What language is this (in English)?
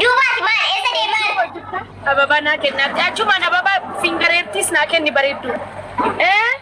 Oromo